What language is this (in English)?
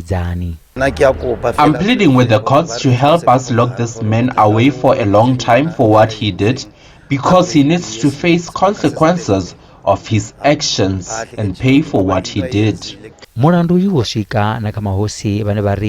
Venda